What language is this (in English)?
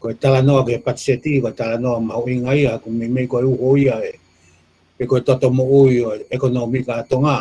Tongan